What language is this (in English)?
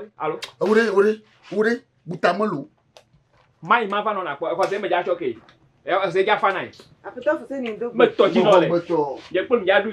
Ewe